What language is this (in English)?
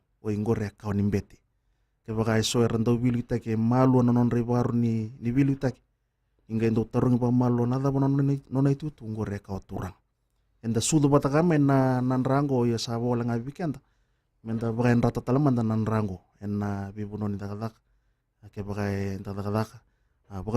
Fijian